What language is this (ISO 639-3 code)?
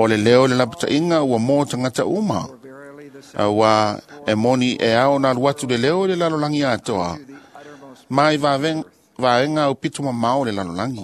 smo